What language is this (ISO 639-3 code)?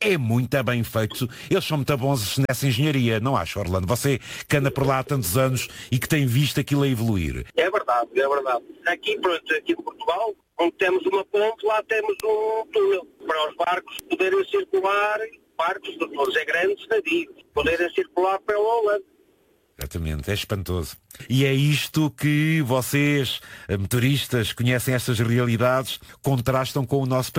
por